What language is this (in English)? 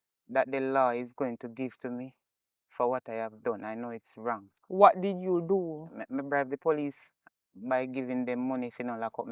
Jamaican Creole English